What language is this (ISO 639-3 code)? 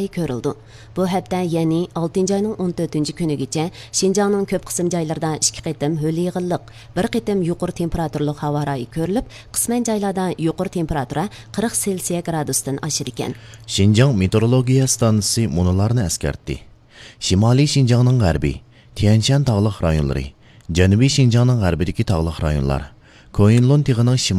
uig